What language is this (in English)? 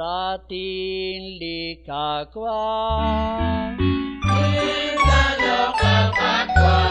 Kekchí